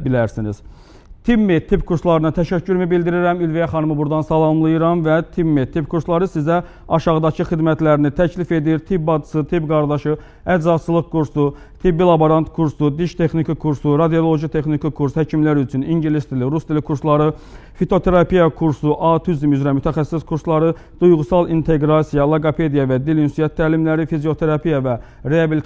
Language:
Azerbaijani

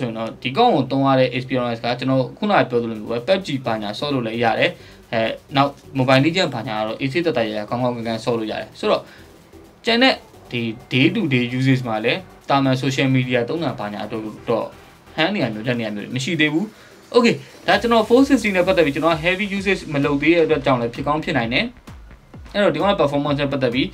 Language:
Burmese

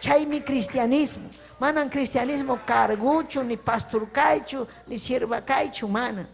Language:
Ayacucho Quechua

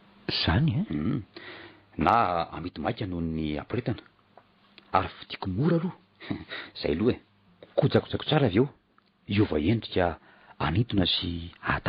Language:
Malagasy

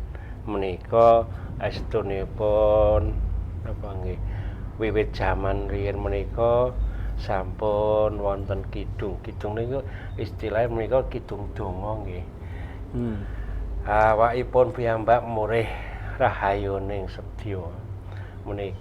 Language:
Javanese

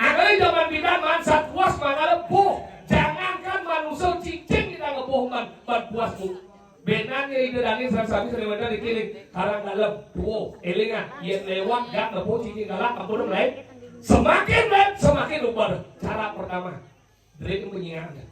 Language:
Balinese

